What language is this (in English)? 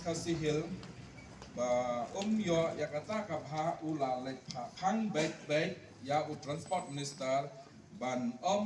Khasi